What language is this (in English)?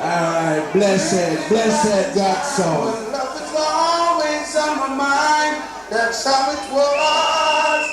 Jamaican Creole English